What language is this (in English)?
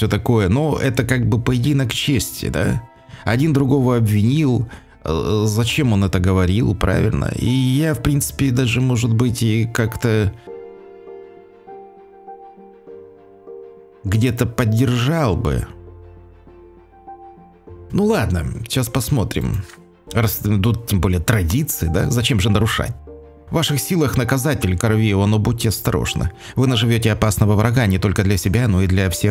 Russian